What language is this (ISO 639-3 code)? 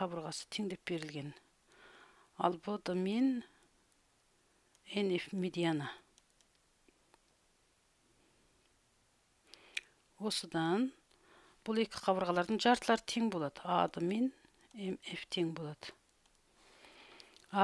kaz